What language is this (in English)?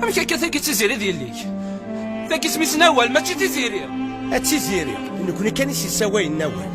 Kabyle